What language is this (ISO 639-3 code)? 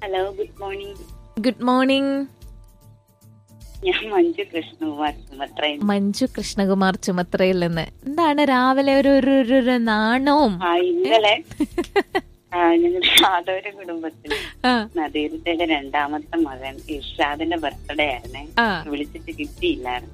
mal